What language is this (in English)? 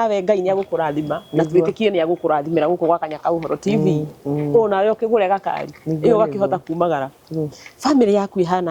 Kikuyu